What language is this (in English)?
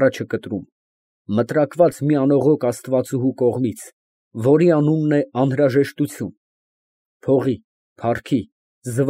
Armenian